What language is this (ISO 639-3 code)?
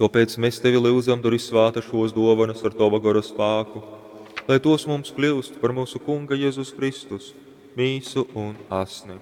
ltg